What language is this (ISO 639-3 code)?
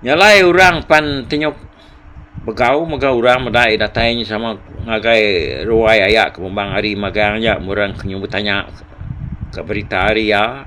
iba